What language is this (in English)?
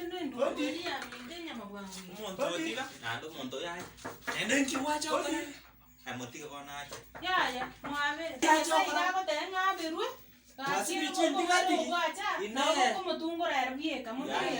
Gusii